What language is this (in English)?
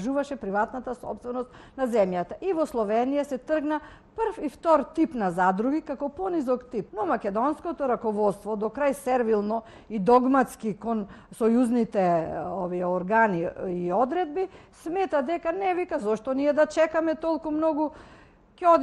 Macedonian